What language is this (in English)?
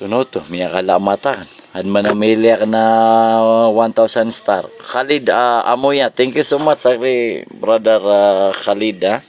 Maranao